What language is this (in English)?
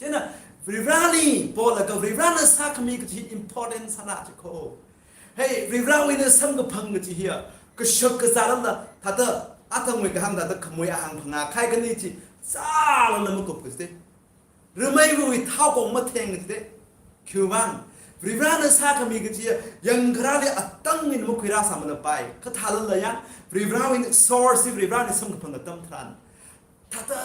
Tangkhul Naga (India)